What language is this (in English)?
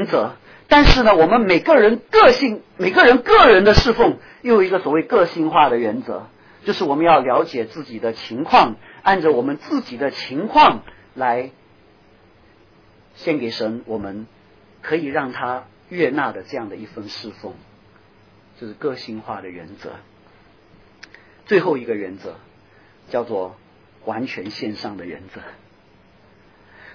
Chinese